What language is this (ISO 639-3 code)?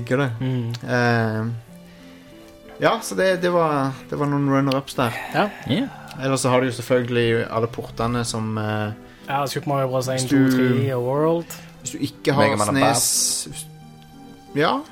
nor